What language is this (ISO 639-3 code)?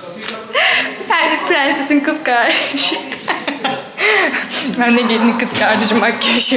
tur